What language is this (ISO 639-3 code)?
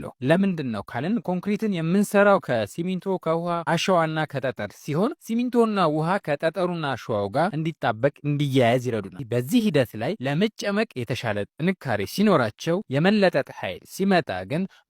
amh